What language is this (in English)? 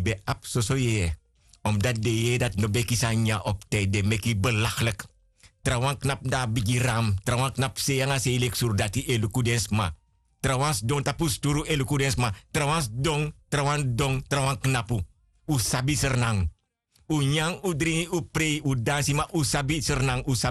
Sranan Tongo